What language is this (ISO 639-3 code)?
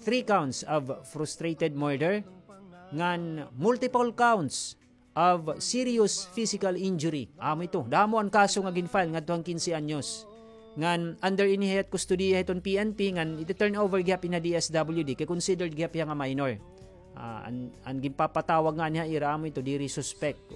war